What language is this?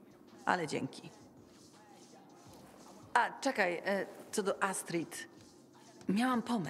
Polish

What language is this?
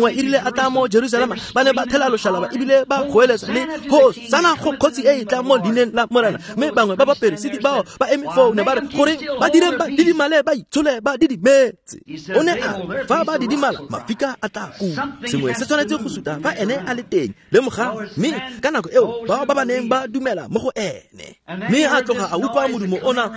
Tswana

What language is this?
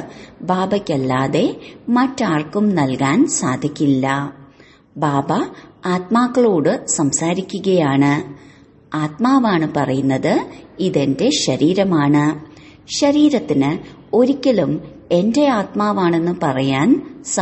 Malayalam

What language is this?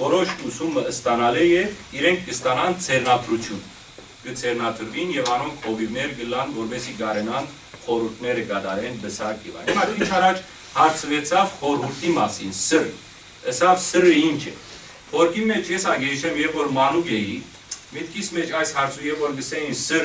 Western Armenian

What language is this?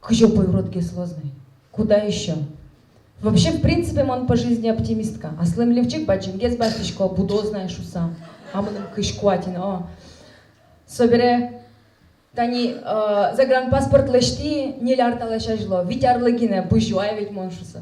Udmurt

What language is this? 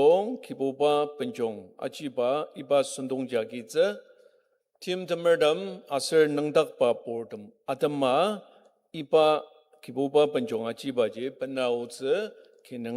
Ao Naga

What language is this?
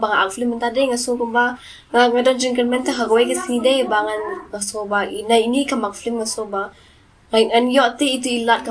Khasi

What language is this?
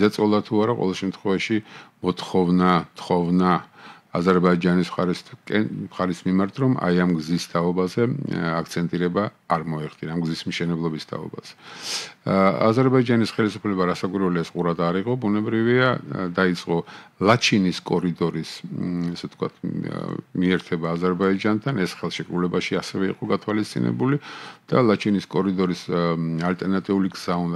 Georgian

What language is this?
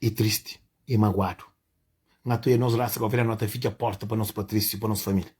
Kabuverdianu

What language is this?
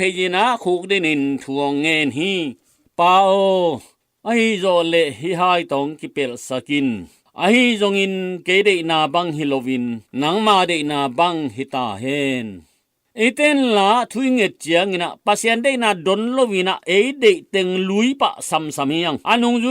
Tedim Chin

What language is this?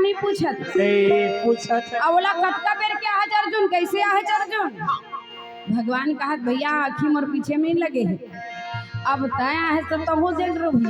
Chhattisgarhi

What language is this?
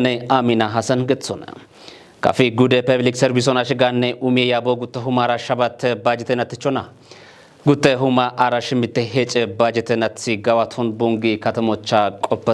Kafa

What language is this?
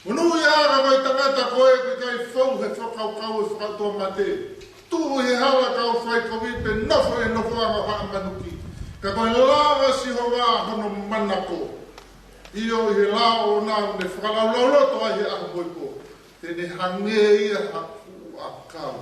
Tongan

